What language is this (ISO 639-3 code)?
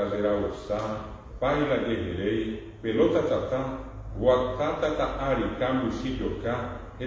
grn